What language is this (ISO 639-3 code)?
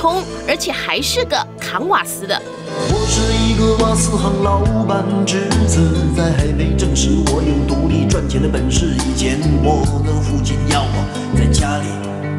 zho